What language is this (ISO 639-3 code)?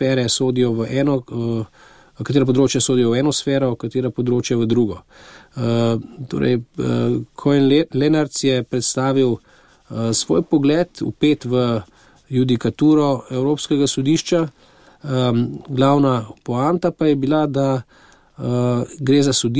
slv